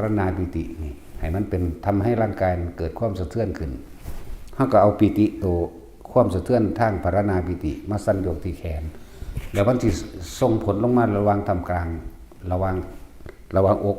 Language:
Northeastern Thai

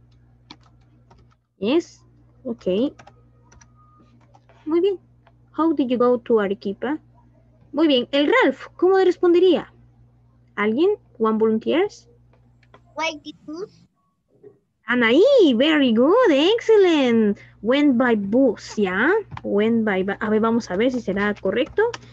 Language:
Spanish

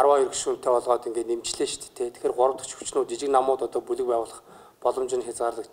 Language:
Mongolian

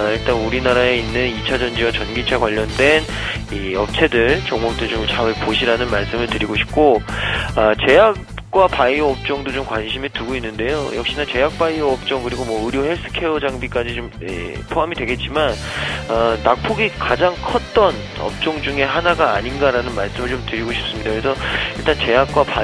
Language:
Korean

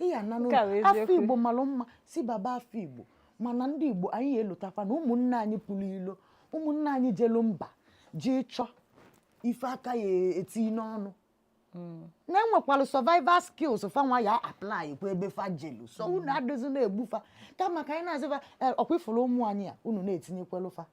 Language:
Igbo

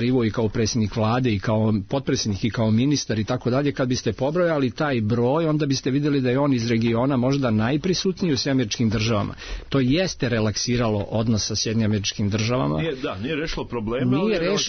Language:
Serbian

